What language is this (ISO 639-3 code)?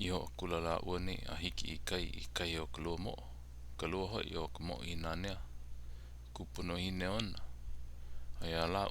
haw